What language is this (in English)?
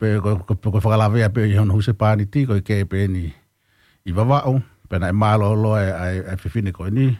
Tongan